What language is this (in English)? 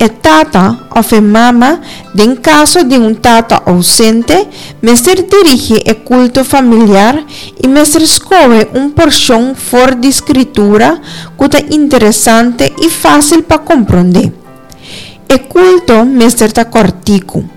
Papiamento